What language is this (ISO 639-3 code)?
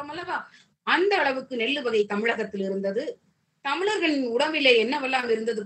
tam